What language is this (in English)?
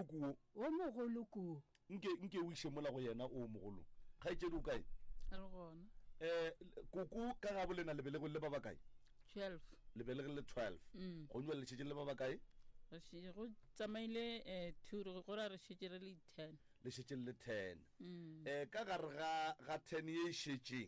Northern Sotho